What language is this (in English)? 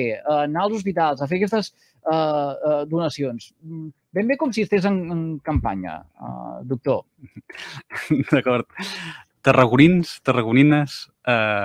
Catalan